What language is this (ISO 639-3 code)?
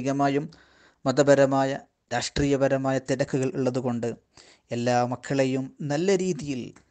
mal